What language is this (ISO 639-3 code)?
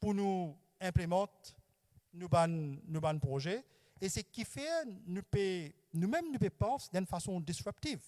mfe